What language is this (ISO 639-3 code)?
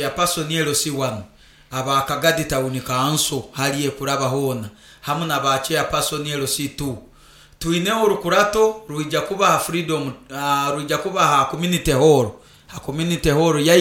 nyo